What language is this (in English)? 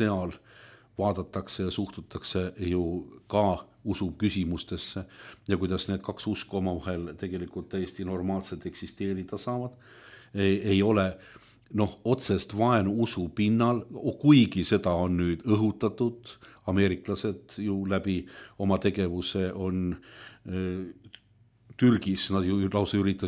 Estonian